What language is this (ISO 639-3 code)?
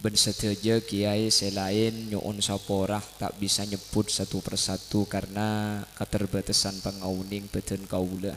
mad